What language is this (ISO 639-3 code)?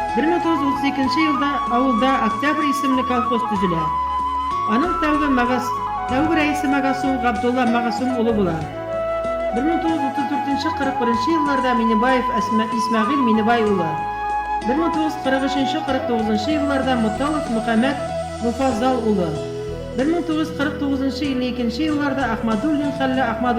bak